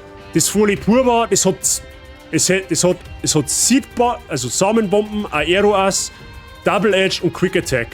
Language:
Bavarian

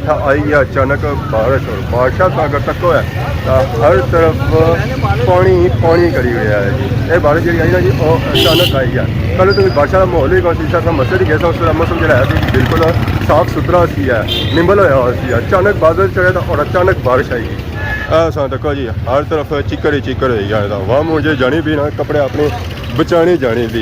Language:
Pahari-Potwari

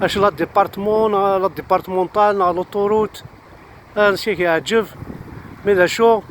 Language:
Kabyle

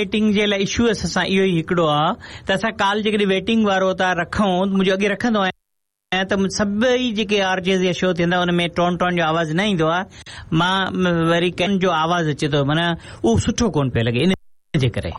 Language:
Sindhi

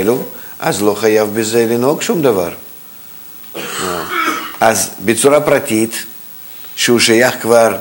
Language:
Hebrew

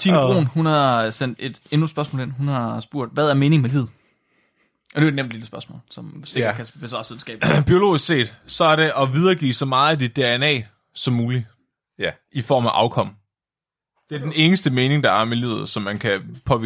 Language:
Danish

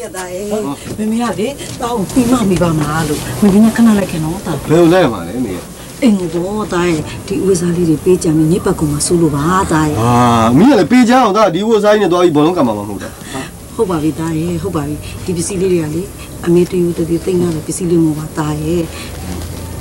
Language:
Burmese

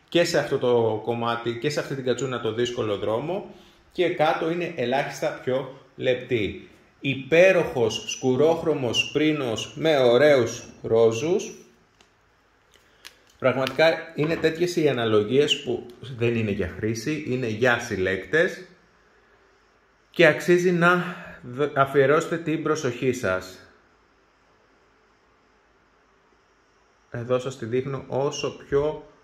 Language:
Greek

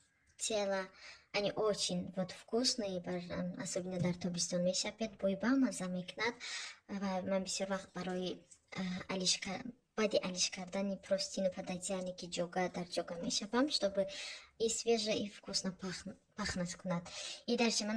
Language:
Tajik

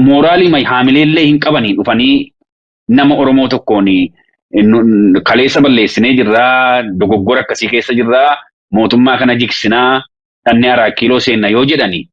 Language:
Oromo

